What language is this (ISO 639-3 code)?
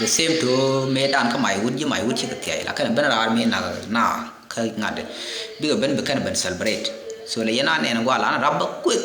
nus